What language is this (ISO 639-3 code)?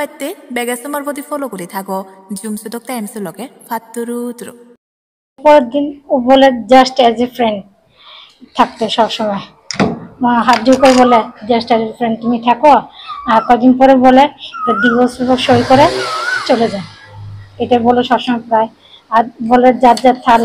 ccp